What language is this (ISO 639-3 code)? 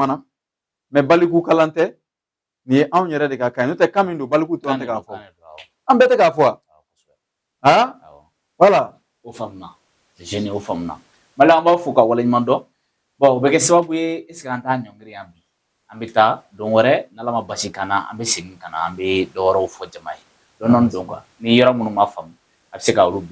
bam